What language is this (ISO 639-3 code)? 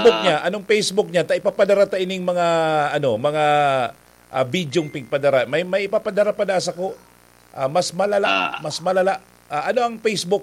bik